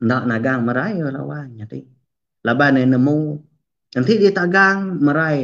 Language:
Iban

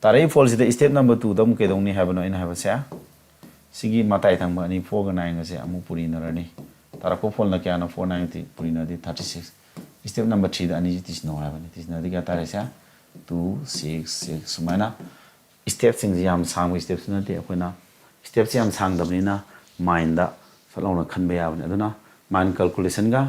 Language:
Manipuri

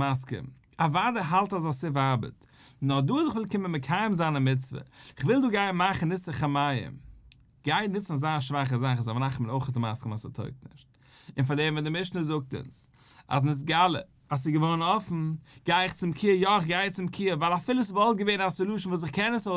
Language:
Yiddish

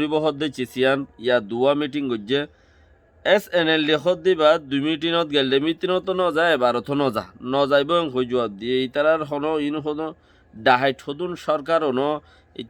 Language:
Rohingya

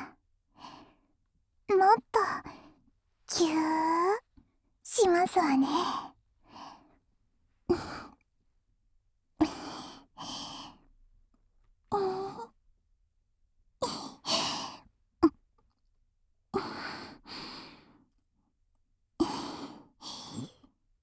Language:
Japanese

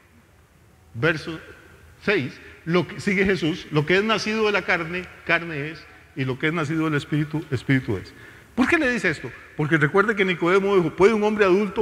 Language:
Spanish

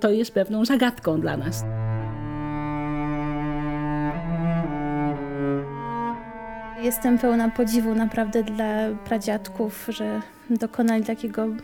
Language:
Polish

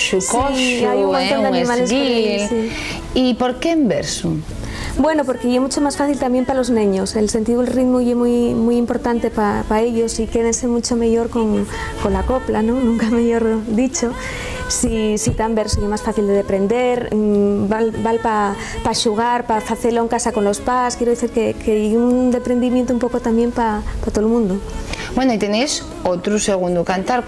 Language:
Asturian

